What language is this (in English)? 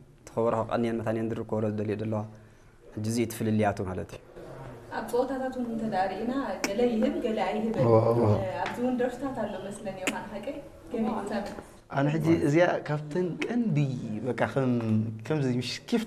Tigrinya